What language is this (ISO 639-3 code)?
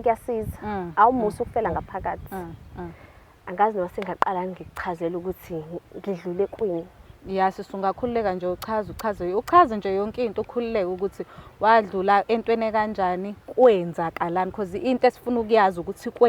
zul